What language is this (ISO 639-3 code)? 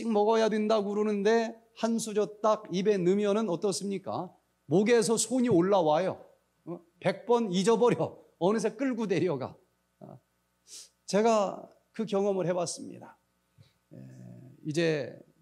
kor